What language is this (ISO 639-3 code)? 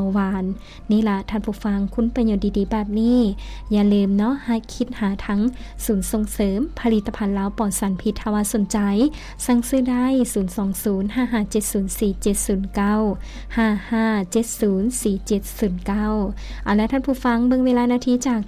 lao